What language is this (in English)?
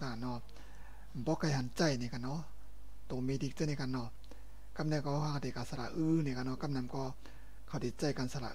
Shan